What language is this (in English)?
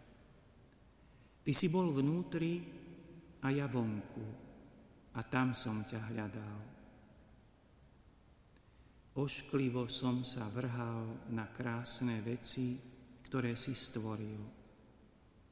Slovak